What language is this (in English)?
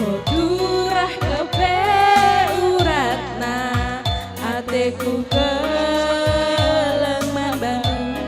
Batak Karo